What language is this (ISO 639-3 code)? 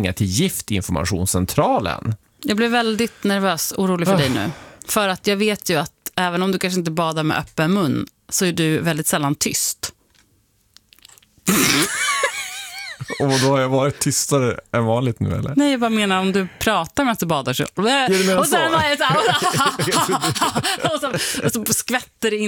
swe